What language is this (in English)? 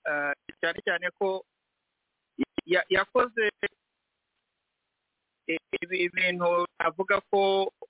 Kinyarwanda